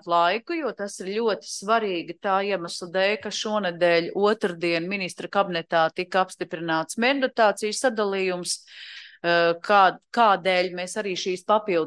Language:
Latvian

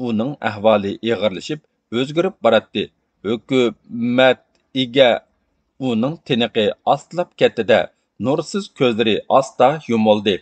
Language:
Uyghur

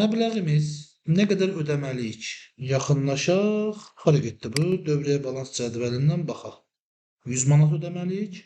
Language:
Azerbaijani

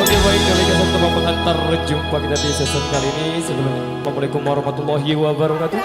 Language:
Sasak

